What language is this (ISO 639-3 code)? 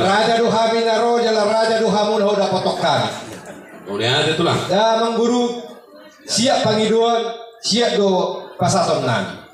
bbc